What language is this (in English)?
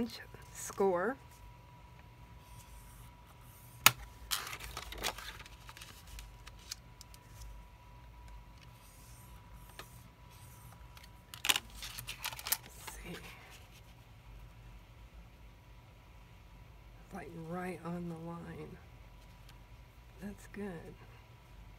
English